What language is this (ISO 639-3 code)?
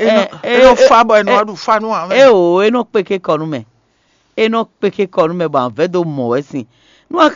fon